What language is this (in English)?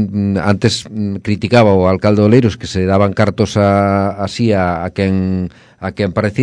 Galician